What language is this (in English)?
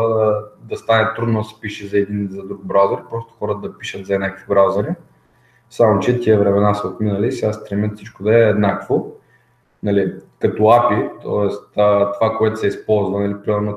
Bulgarian